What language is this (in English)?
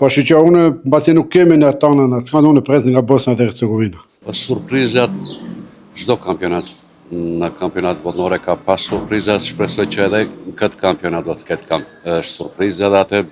Albanian